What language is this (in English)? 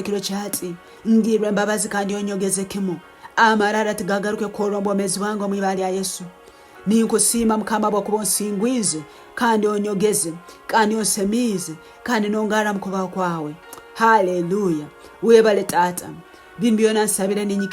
Tooro